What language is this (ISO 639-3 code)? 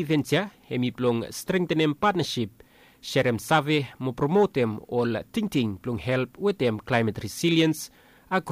bis